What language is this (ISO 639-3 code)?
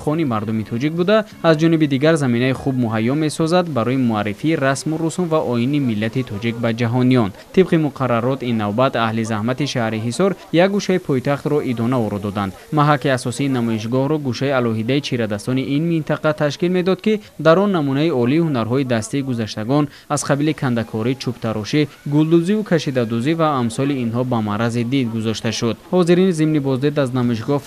tgk